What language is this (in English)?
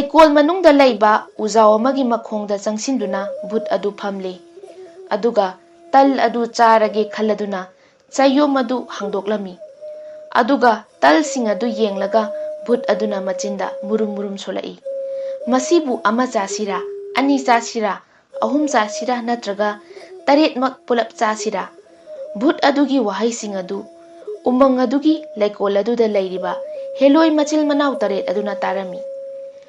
Manipuri